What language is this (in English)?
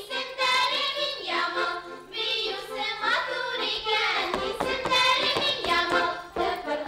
Bashkir